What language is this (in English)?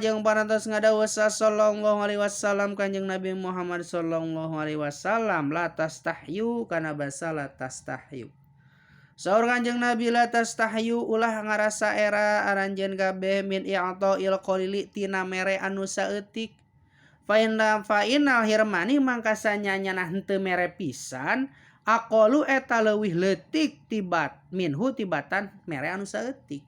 Sundanese